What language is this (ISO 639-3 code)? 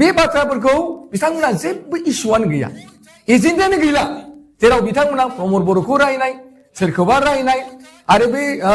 brx